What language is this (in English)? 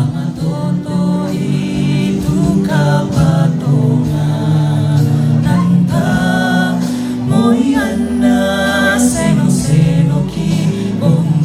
Toraja-Sa'dan